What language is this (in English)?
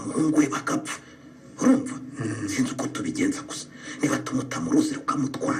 Kinyarwanda